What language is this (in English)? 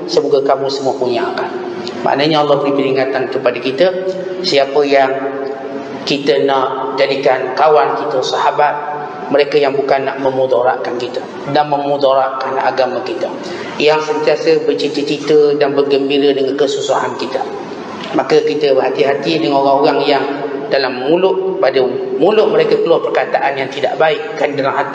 Malay